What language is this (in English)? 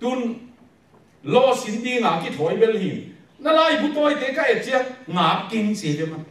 Tedim Chin